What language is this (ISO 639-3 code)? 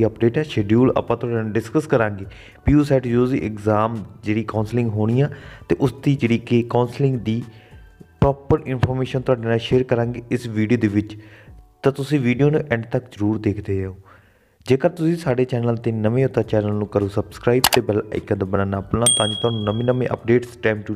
pan